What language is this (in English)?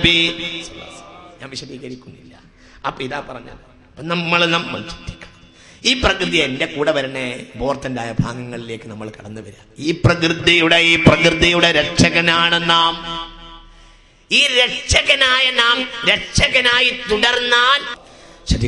Malayalam